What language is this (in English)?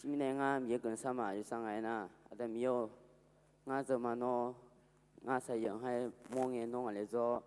Akha